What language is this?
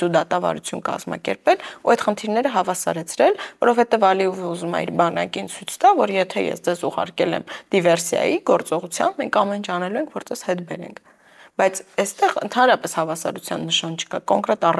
Armenian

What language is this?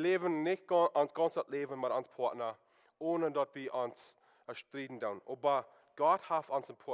Plautdietsch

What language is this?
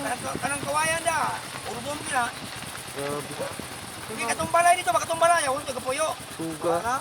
Cebuano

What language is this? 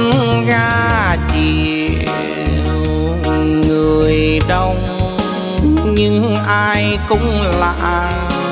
Vietnamese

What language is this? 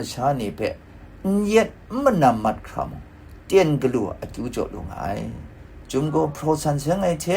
Kachin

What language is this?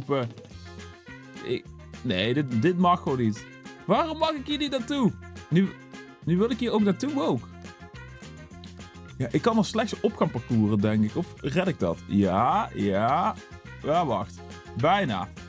Dutch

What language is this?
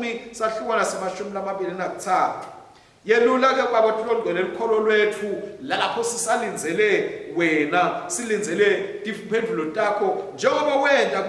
Swati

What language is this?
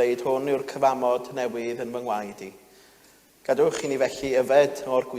Welsh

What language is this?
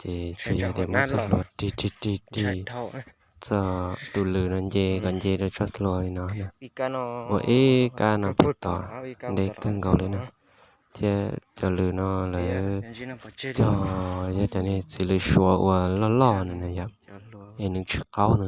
Hmong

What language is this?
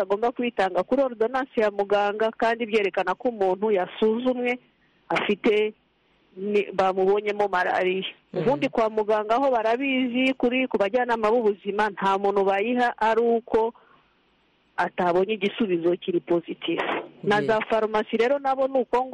Kinyarwanda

